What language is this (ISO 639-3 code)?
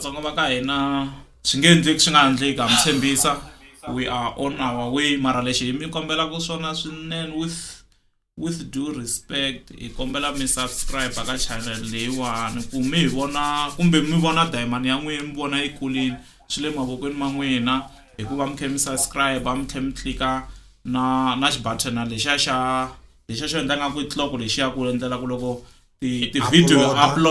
tso